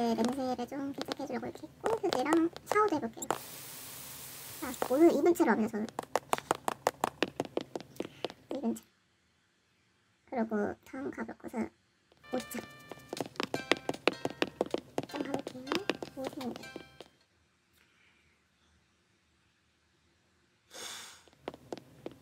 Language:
Korean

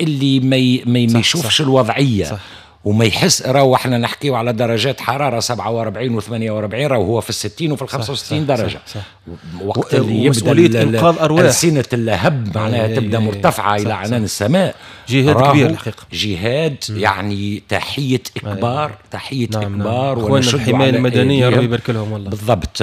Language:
Tunisian Arabic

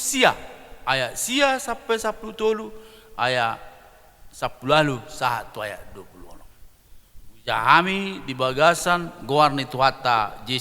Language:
Batak Toba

